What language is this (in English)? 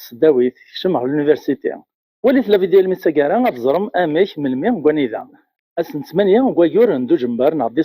Kabyle